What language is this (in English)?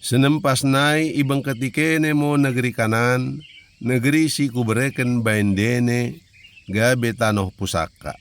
Batak Dairi